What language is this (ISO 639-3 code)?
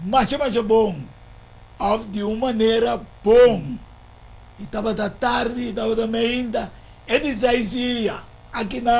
pap